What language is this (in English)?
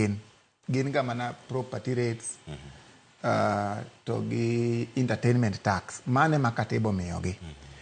Luo (Kenya and Tanzania)